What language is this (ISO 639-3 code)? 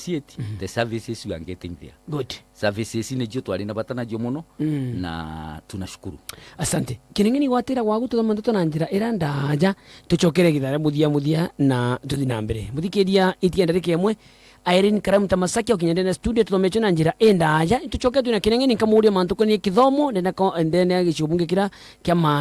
mer